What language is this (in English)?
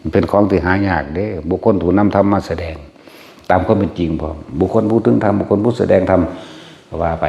Northeastern Thai